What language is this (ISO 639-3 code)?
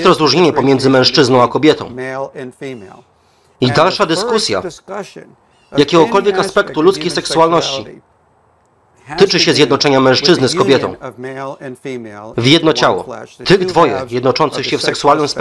pol